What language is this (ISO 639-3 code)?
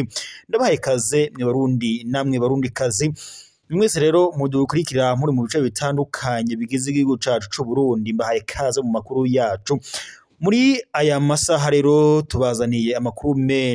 run